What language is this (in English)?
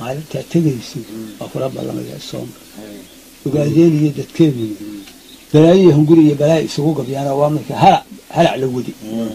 Somali